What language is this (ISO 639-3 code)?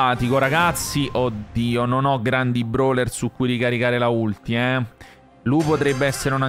ita